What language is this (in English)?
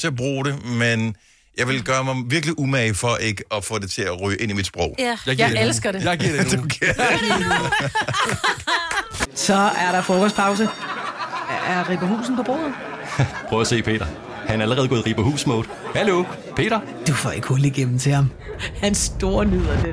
Danish